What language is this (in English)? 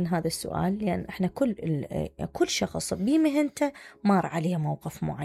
Mesopotamian Arabic